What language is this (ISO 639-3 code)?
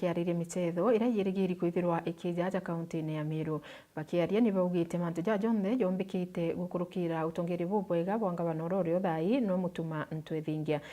mer